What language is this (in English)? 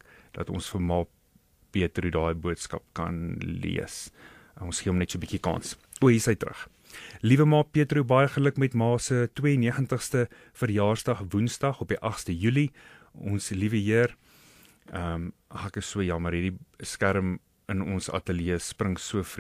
Afrikaans